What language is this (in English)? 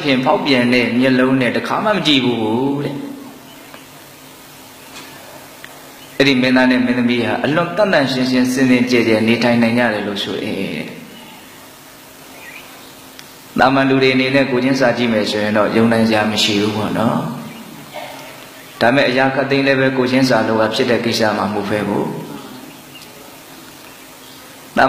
Burmese